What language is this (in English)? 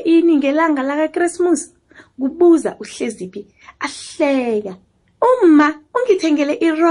South Ndebele